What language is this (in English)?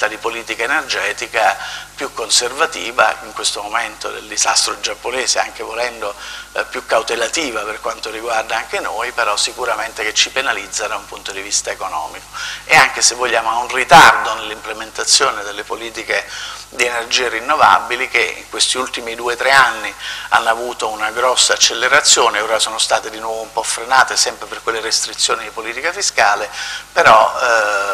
Italian